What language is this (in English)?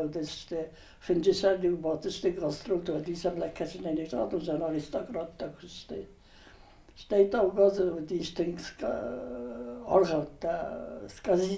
Ossetic